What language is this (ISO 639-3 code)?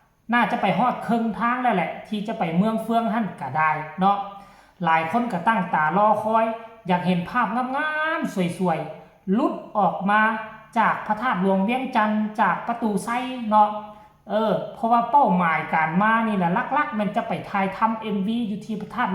tts